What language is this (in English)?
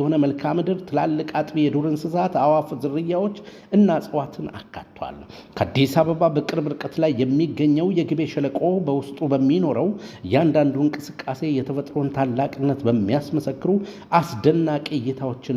Amharic